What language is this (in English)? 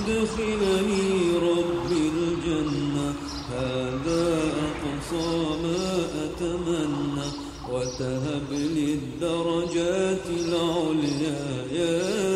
Bosnian